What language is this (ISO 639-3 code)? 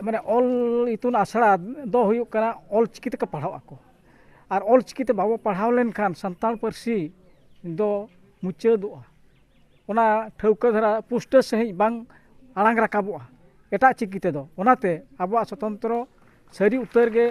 sat